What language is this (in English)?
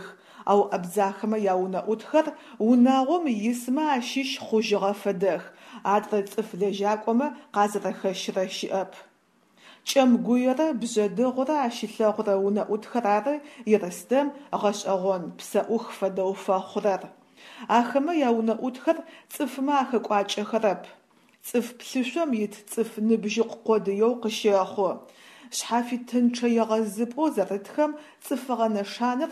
Adyghe